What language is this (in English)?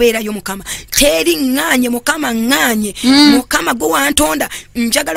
Ganda